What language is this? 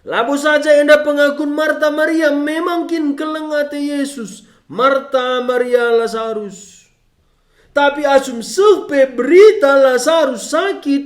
Batak Karo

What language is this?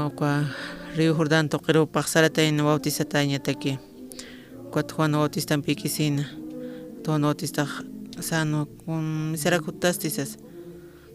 Aymara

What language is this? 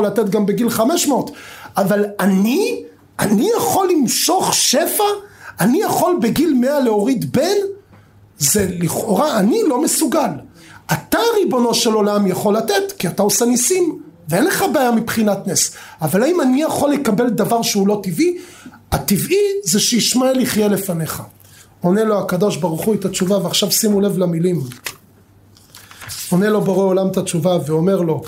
Hebrew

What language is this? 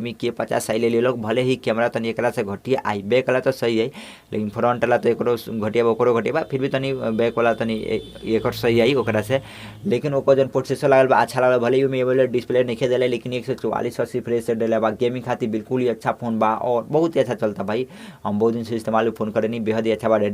Bhojpuri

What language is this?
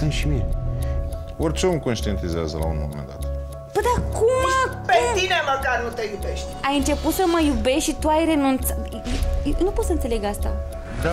Romanian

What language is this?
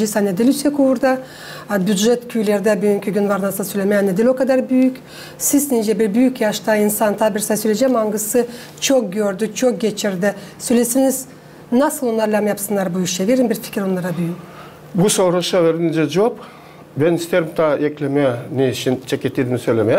Gagauz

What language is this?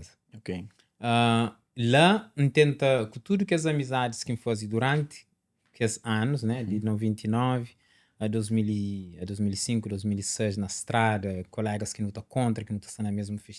Kabuverdianu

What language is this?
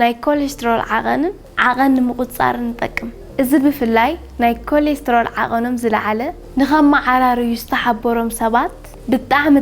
Tigrinya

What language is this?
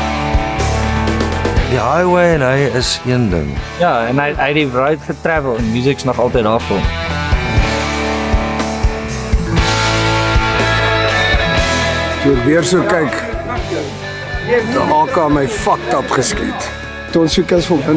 Afrikaans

